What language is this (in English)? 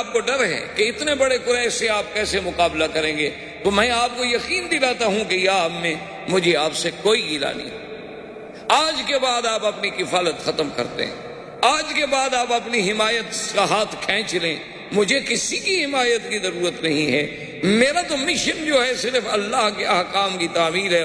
Urdu